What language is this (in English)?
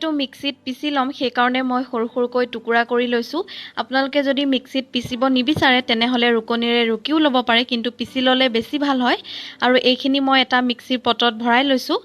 Assamese